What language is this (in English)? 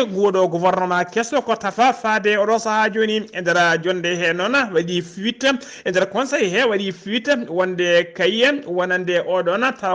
Fula